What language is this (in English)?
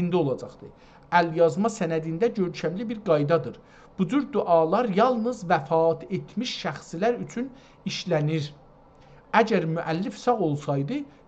South Azerbaijani